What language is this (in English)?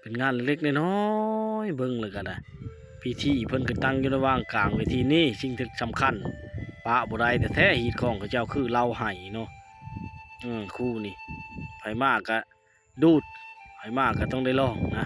Lao